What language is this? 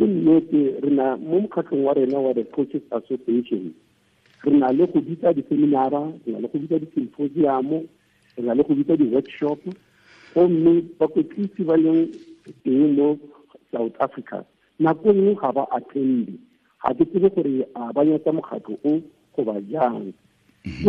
Tswana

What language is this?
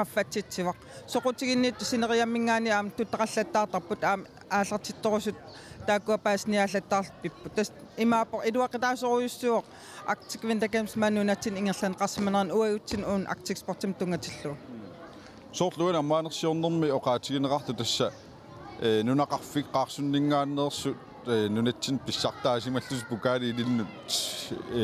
Kalaallisut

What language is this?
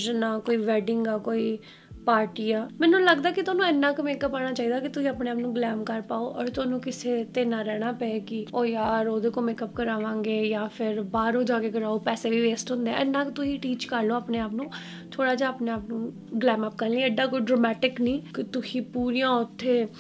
Punjabi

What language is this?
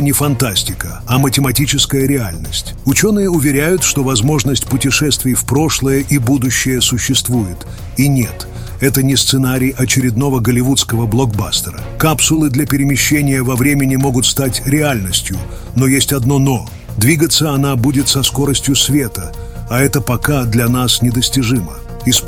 Russian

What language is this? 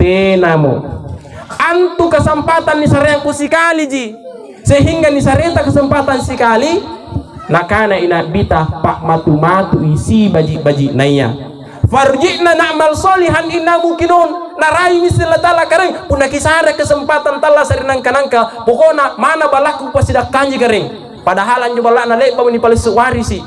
Makasar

